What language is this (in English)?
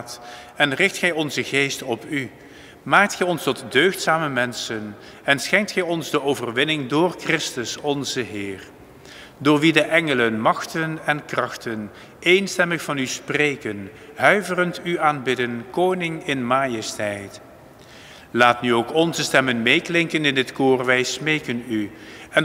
Dutch